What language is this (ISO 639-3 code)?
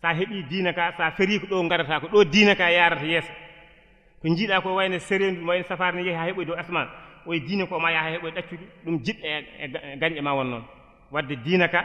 ful